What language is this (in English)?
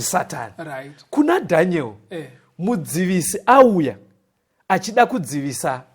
Shona